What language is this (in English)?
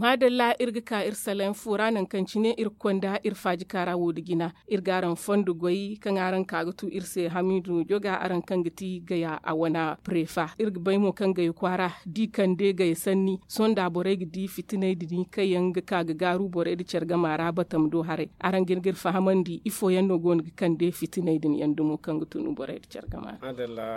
Zarma